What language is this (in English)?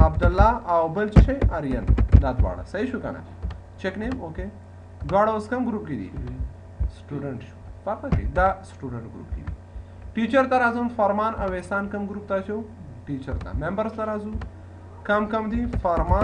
Pashto